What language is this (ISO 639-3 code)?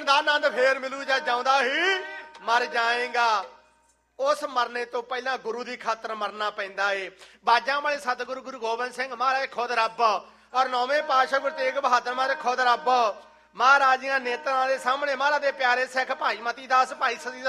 pan